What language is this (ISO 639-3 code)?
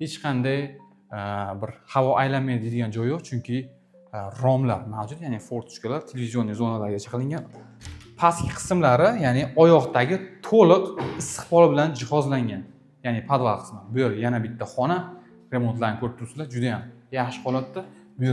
uzb